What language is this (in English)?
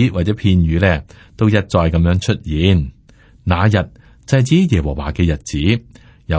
Cantonese